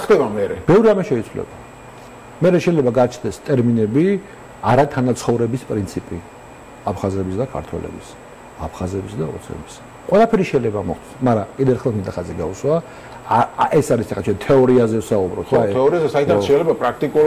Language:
Georgian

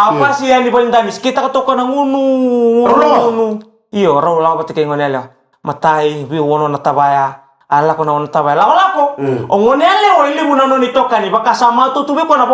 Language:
Fijian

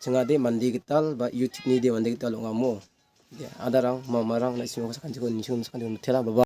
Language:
Garo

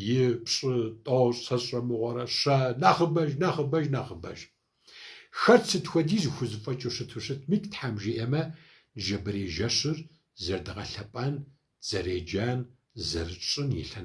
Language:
Kabardian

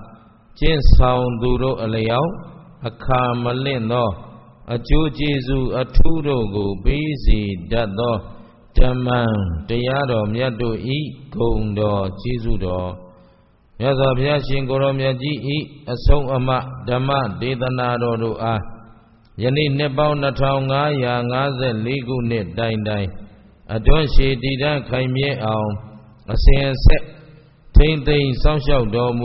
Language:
Burmese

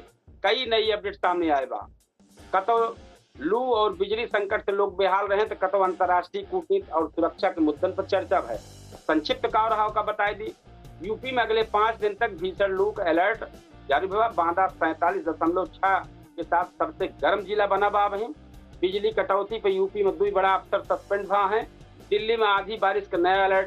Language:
Awadhi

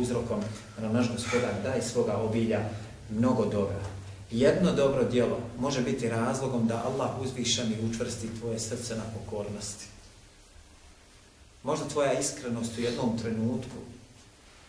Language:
Bosnian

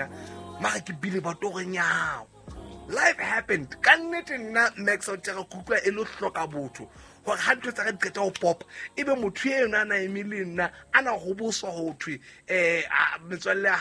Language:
Southern Sotho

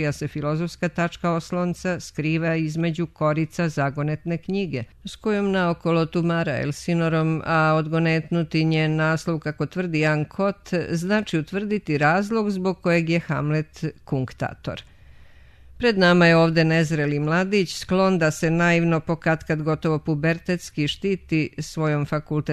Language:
Serbian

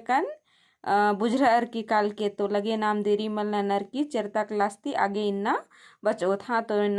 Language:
Kurukh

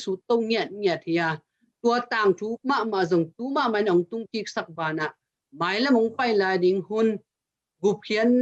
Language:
Tedim Chin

